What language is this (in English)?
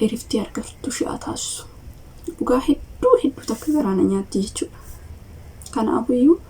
Oromo